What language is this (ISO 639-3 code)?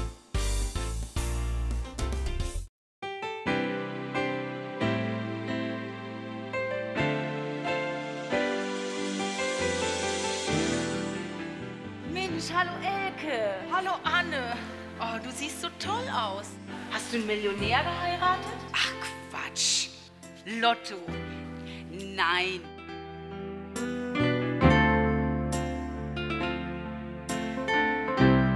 deu